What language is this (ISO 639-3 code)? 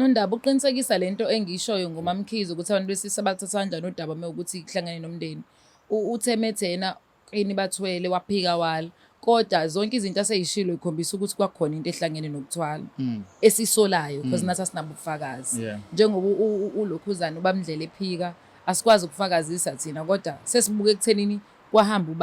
zul